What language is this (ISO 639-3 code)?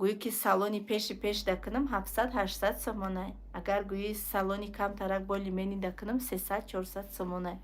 tgk